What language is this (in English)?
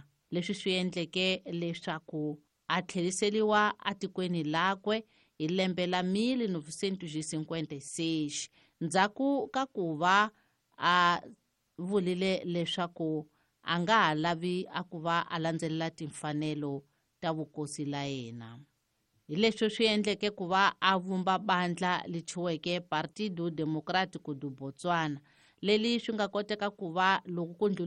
Tsonga